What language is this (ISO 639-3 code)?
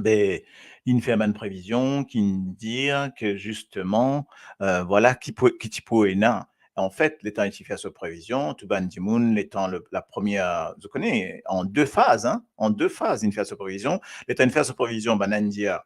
mfe